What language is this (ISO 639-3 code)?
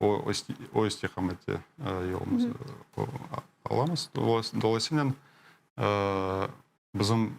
crh